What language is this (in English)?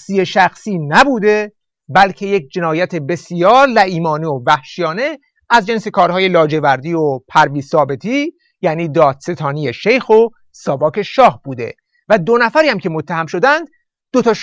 Persian